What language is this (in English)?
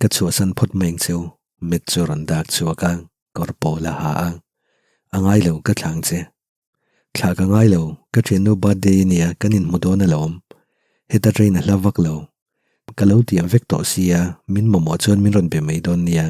Mizo